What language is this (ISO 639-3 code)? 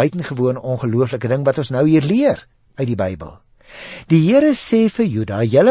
afr